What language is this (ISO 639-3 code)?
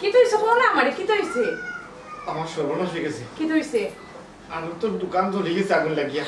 syl